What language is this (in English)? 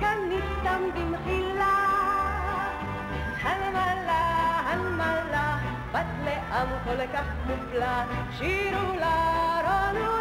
Hebrew